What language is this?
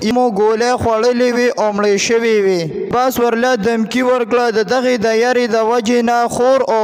Pashto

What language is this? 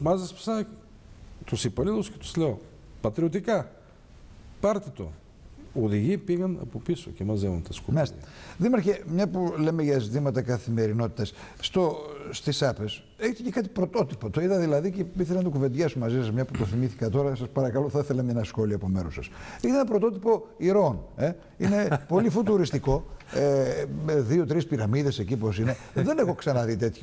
Greek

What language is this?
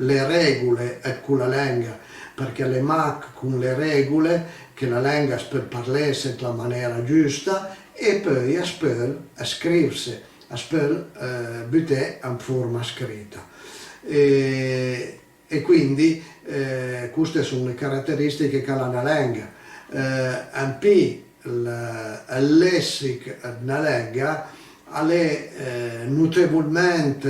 Piedmontese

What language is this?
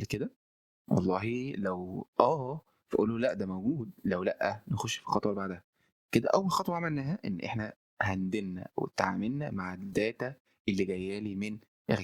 Egyptian Arabic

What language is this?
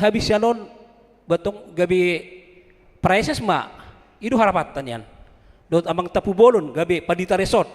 Batak Toba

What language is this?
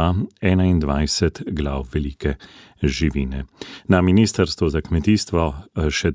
Slovenian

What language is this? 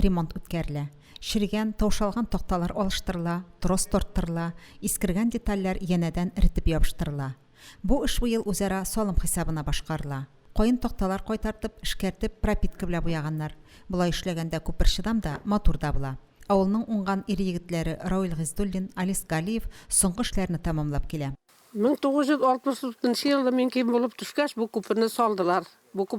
Tatar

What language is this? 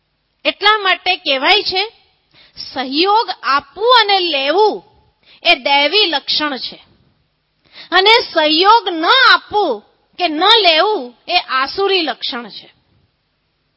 Gujarati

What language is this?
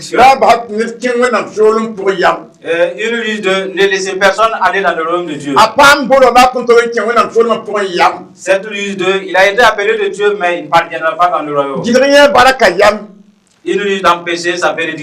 Mossi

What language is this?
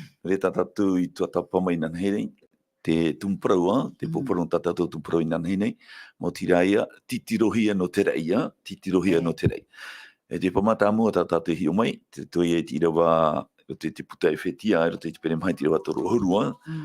Tahitian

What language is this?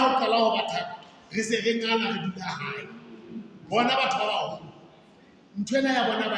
Southern Sotho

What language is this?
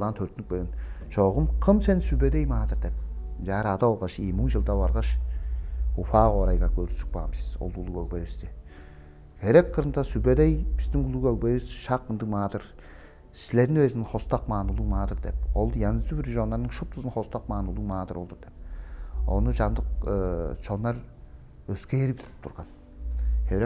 Tuvinian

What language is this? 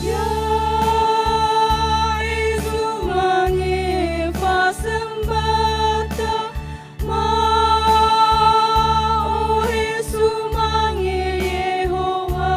Nias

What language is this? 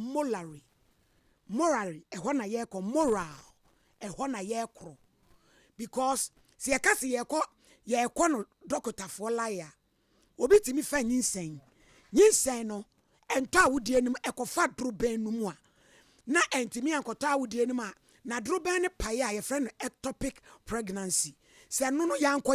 Akan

